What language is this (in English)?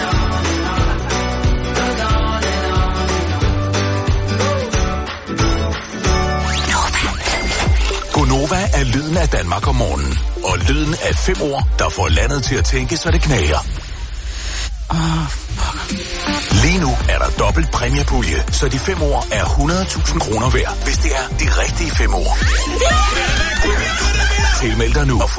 Danish